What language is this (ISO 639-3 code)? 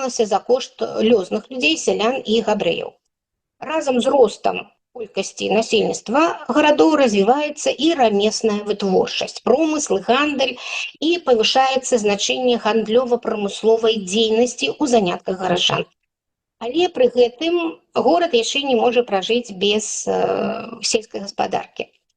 bel